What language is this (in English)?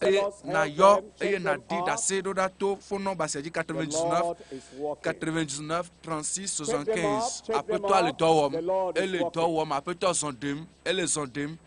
Ewe